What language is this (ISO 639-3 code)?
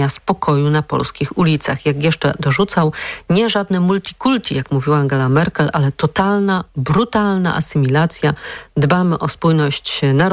pol